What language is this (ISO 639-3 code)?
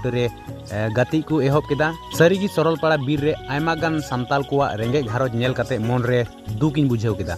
sat